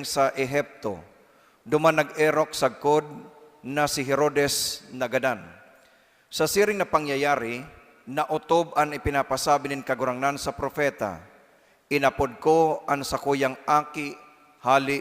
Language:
Bikol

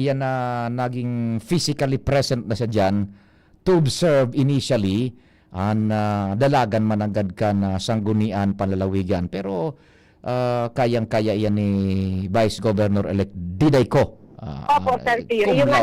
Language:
Bikol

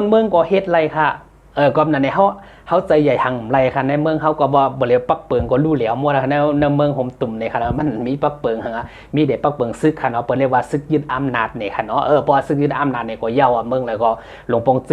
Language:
Shan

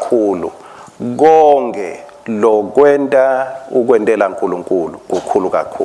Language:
Swati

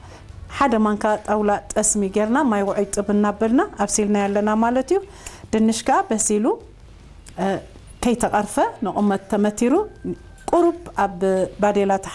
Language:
Tigrinya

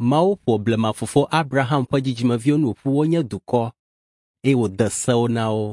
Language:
Ewe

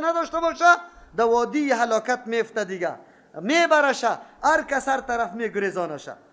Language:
Persian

